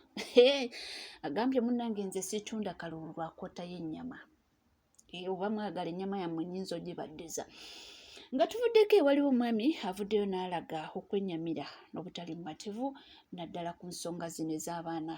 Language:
Ganda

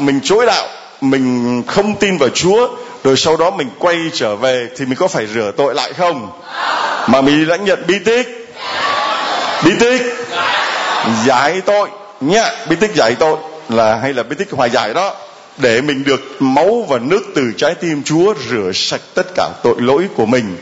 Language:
Vietnamese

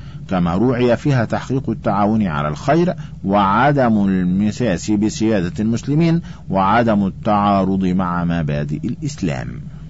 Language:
Arabic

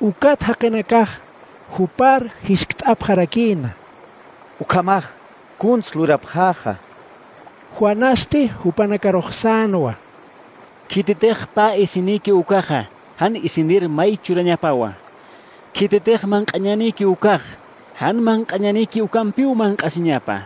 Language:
Aymara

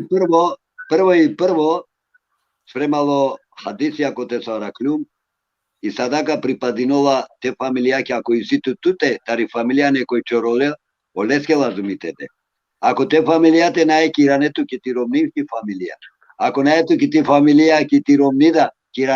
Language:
Balkan Romani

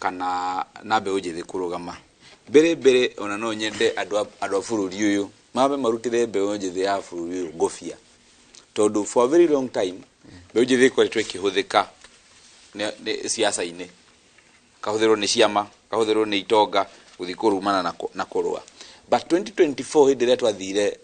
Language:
Kikuyu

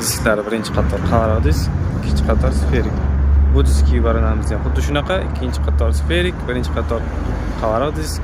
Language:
Uzbek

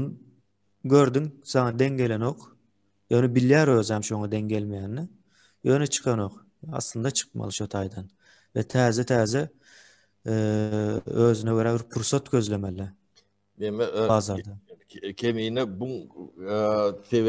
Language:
Turkmen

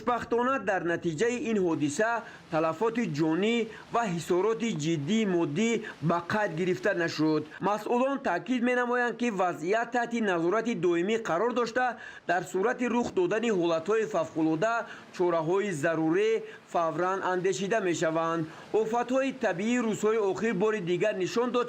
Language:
Tajik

